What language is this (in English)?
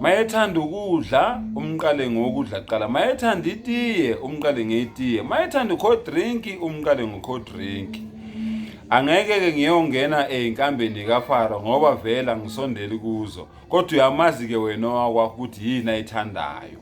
Zulu